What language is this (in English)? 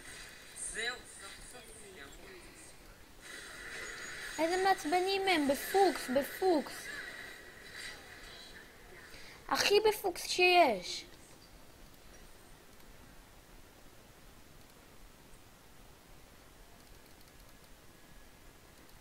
Hebrew